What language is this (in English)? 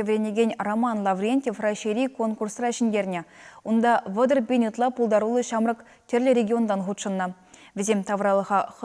Chuvash